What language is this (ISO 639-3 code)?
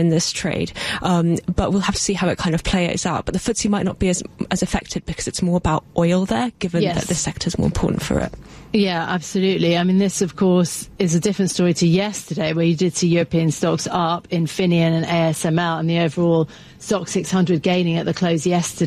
eng